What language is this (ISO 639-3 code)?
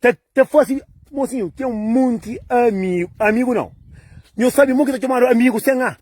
kea